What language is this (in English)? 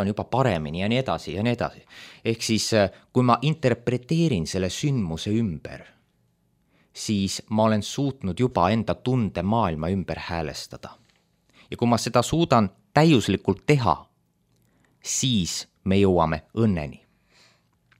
Estonian